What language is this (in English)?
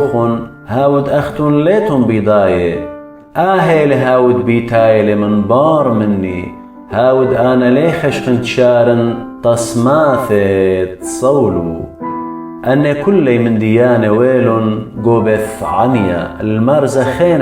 Assyrian Neo-Aramaic